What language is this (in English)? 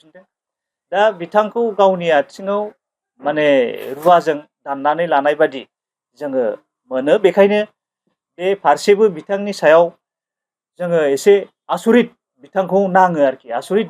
Bodo